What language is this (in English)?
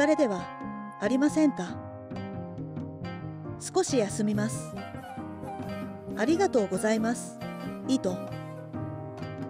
Japanese